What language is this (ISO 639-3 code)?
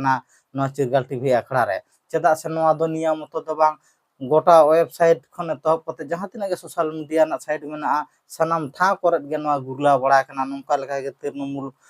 sat